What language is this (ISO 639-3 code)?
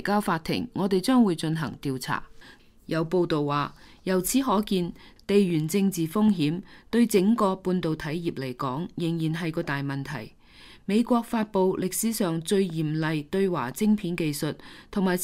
yue